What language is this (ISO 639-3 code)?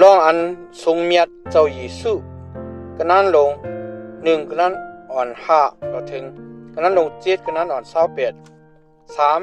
shn